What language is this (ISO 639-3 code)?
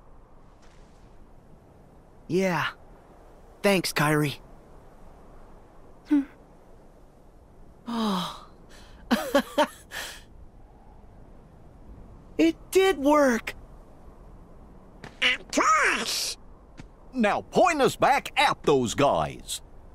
eng